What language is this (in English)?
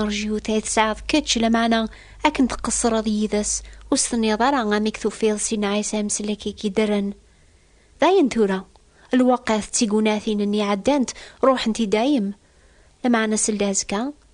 Kabyle